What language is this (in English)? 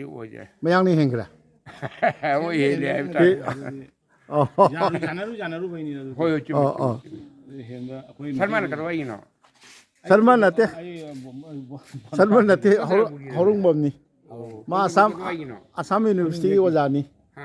Manipuri